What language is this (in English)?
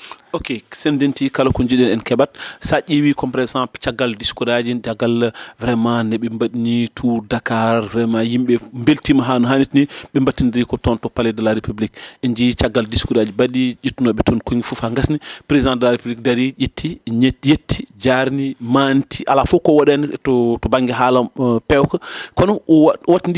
Fula